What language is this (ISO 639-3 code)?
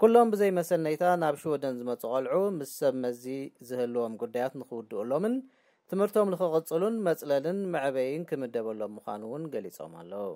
tir